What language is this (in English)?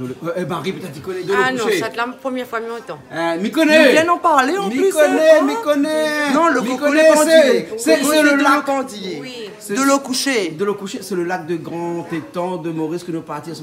Réunion Creole French